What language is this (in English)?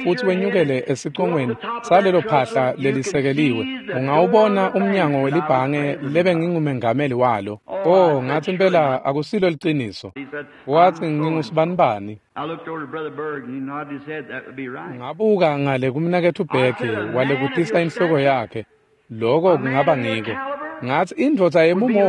Swati